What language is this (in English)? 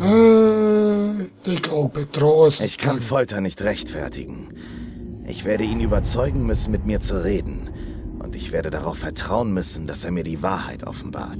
Swiss German